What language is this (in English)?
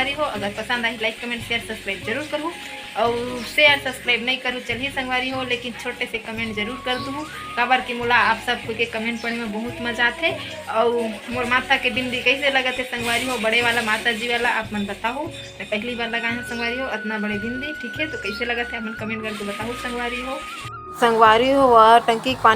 Chhattisgarhi